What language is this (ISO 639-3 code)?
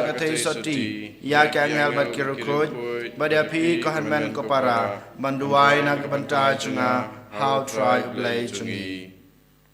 kha